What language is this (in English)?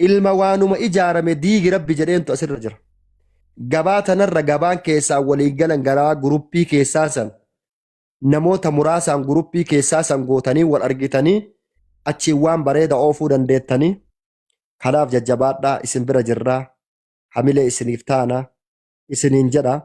Oromo